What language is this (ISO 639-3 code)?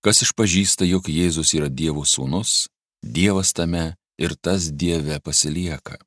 lit